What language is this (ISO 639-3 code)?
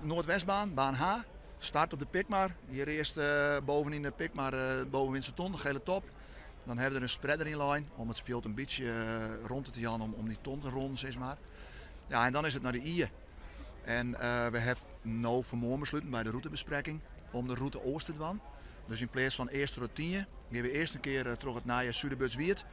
fry